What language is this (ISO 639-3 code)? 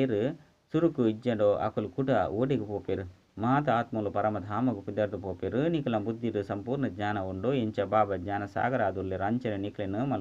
tcy